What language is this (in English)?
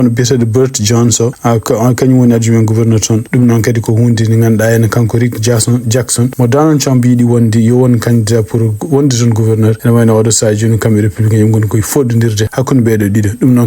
Fula